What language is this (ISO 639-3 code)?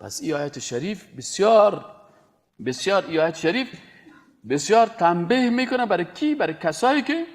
fas